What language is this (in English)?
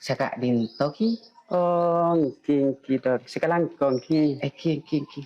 Madurese